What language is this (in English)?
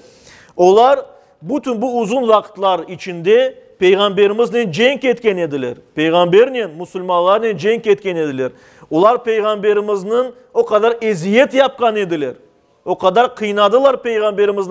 Crimean Tatar